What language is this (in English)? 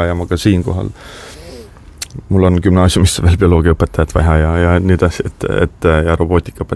Estonian